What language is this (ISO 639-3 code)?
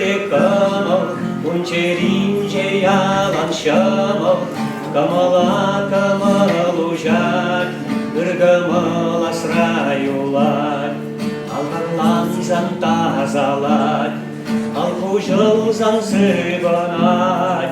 chv